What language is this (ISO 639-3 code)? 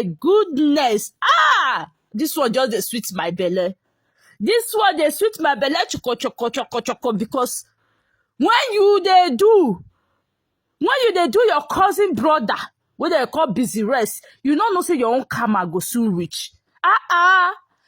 pcm